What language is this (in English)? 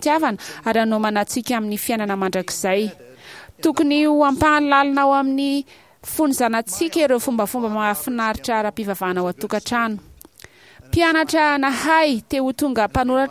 Malagasy